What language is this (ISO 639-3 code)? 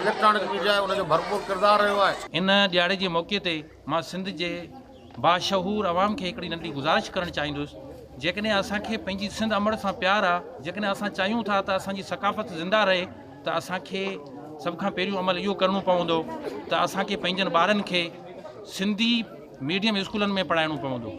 snd